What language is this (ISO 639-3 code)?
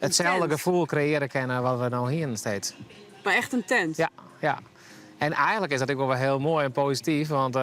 fry